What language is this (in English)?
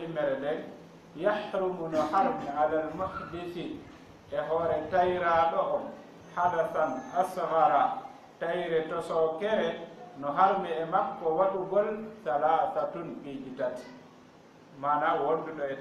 Fula